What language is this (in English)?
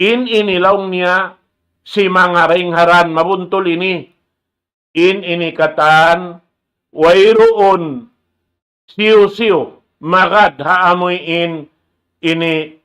Tausug